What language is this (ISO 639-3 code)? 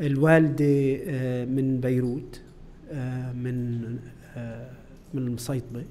apc